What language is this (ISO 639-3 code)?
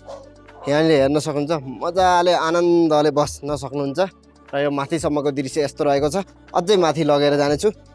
nep